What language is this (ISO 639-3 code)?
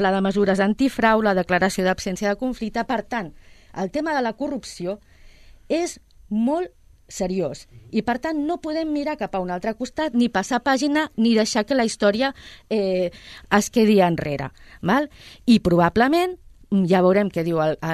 cat